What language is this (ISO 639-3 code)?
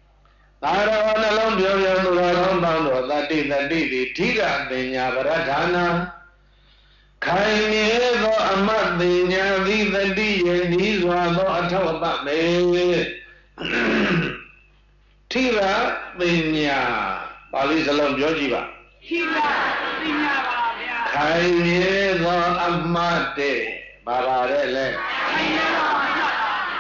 mya